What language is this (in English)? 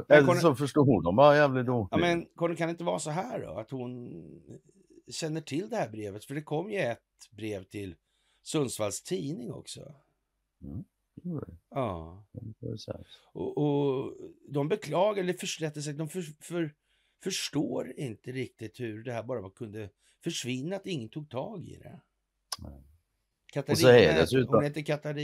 Swedish